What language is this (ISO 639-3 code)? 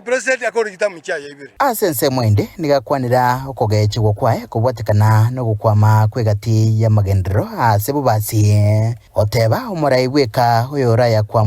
guz